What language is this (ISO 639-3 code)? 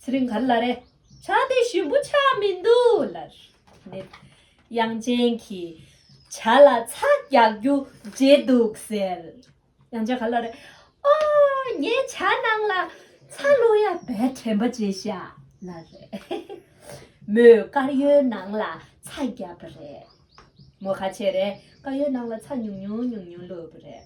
bod